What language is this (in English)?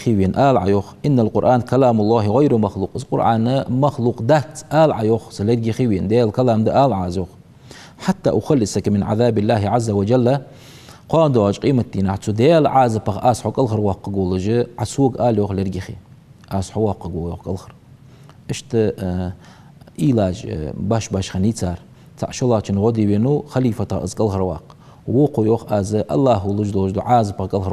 Ingush